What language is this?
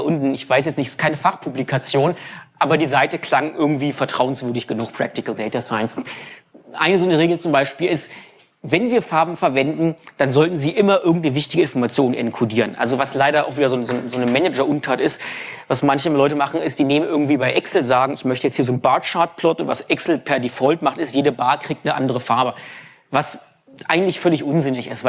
German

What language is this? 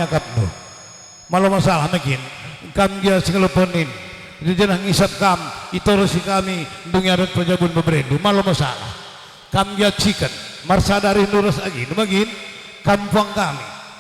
Batak Karo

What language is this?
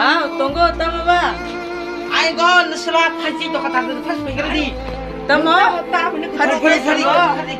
Kok Borok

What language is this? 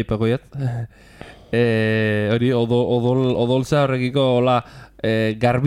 Basque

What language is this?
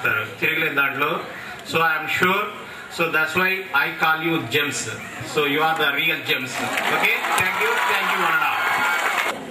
Telugu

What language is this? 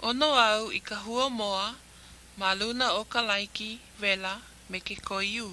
Hawaiian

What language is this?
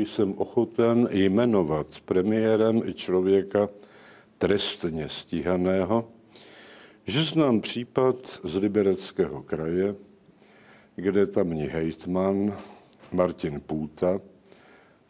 Czech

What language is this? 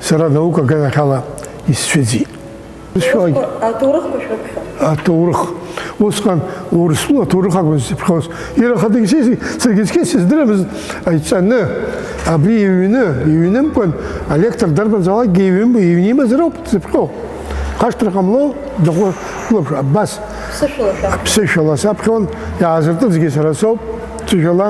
Abkhazian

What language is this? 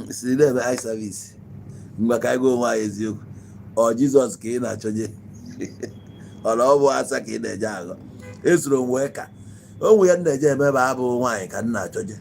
Igbo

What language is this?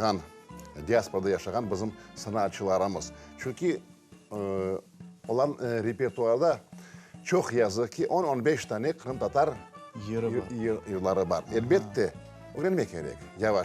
Crimean Tatar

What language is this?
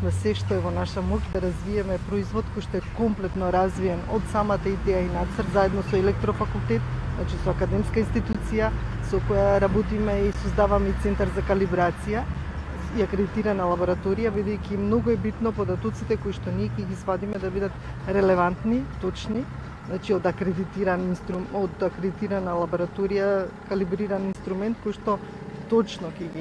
Macedonian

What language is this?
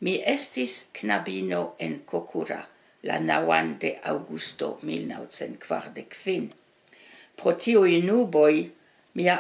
Esperanto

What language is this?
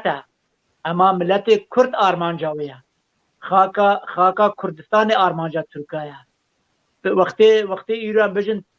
Kurdish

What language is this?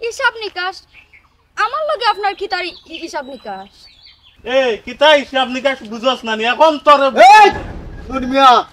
Sylheti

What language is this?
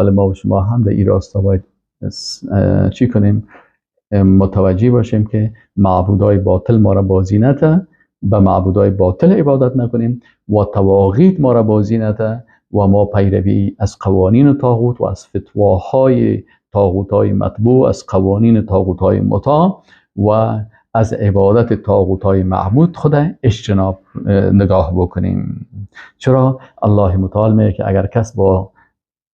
Persian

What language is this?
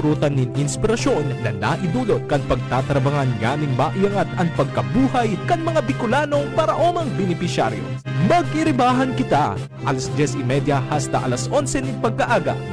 Bikol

